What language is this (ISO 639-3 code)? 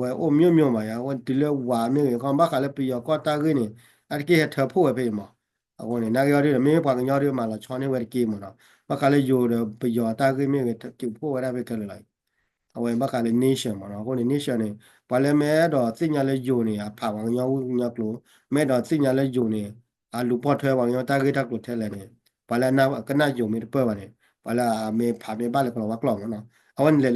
ksw